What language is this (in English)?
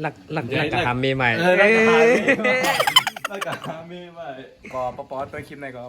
Shan